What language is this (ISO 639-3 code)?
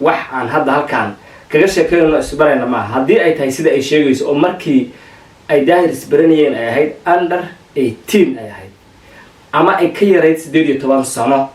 som